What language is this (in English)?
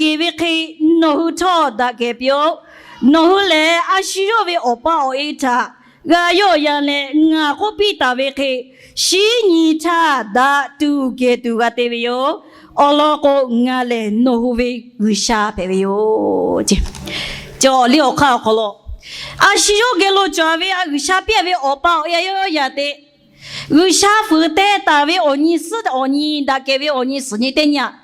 Lahu